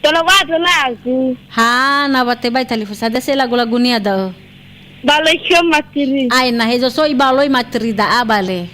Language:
Nias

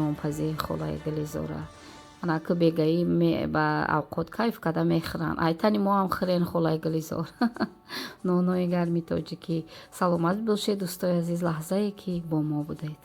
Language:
Tajik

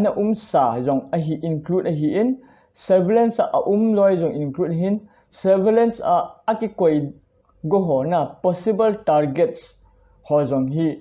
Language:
Thado Chin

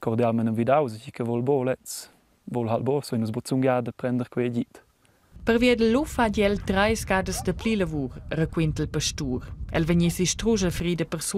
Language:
Romansh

